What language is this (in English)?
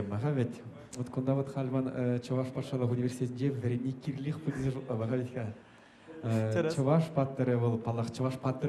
Chuvash